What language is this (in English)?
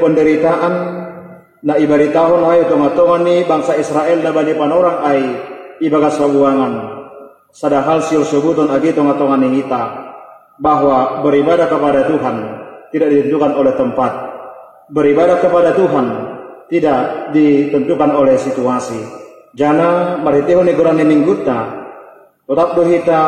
Batak Simalungun